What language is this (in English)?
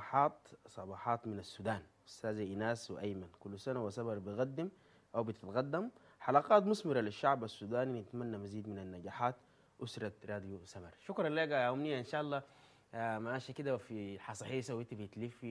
Sudanese Arabic